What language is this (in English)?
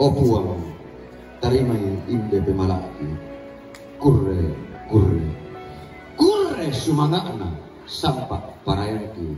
Toraja-Sa'dan